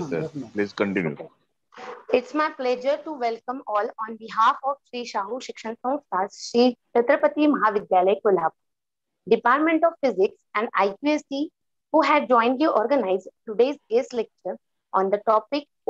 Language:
English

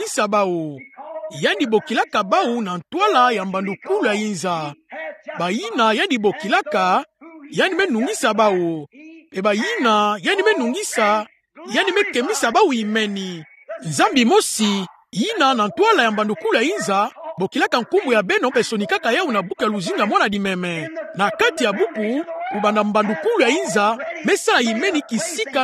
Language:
Kituba (Democratic Republic of Congo)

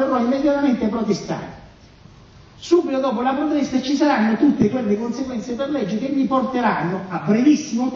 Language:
Italian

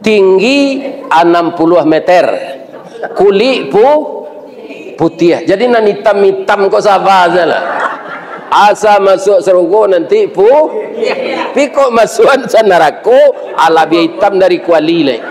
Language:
Minangkabau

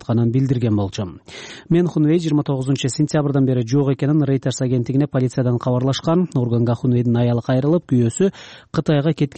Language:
Kyrgyz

